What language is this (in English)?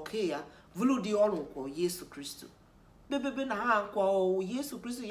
Tiv